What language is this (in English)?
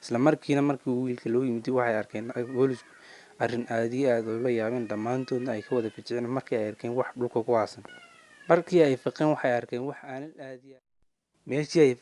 Somali